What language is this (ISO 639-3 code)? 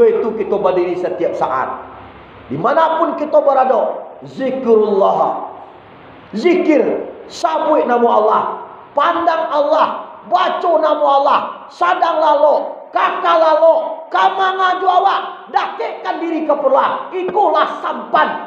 min